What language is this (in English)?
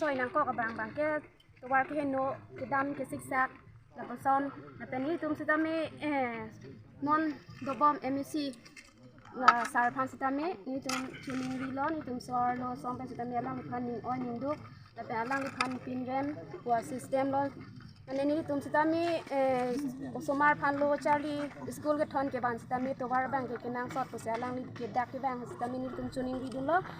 Karbi